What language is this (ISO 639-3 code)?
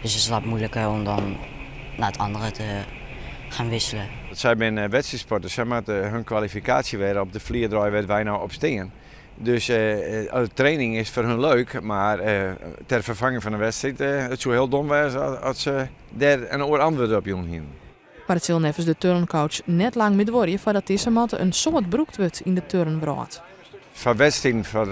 fry